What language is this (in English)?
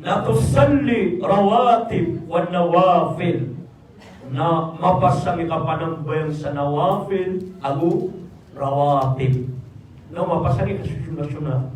Maranao